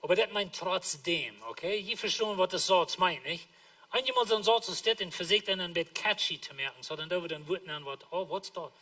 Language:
Plautdietsch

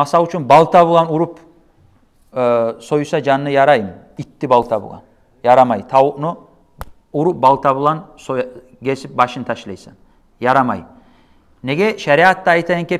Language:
Kumyk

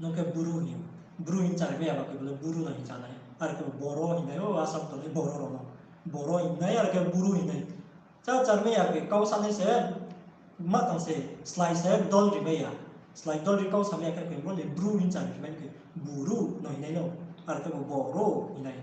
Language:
Riang (India)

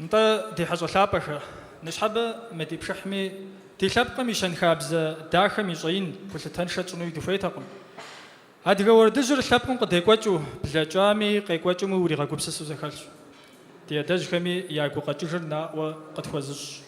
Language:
Kabardian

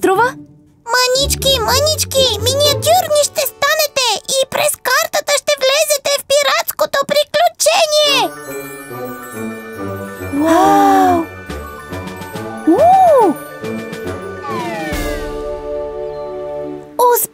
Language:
Bulgarian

